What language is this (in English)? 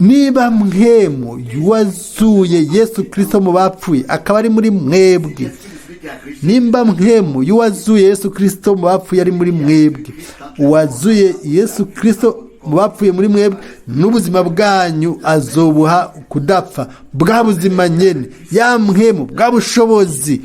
Rundi